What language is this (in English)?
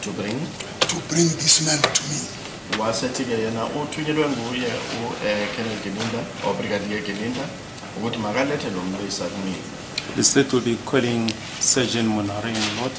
Zulu